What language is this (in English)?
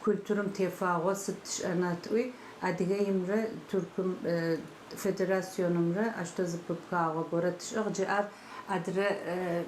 Adyghe